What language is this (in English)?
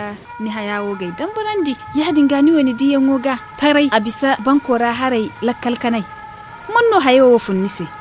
Zarma